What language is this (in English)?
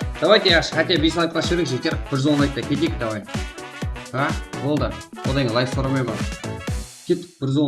Kara-Kalpak